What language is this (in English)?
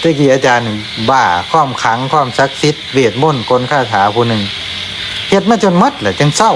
Lao